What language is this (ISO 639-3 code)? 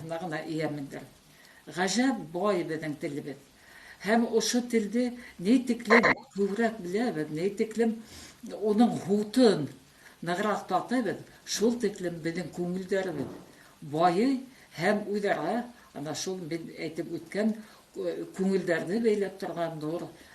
bak